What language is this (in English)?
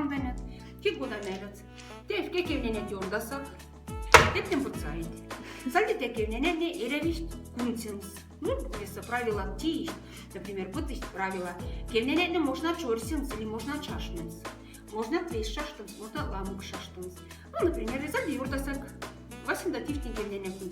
Moksha